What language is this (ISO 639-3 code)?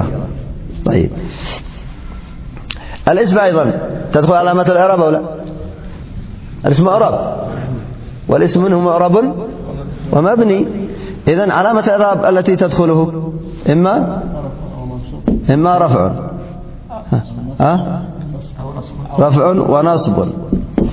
ara